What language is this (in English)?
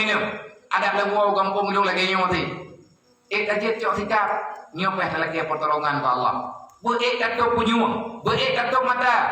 Achinese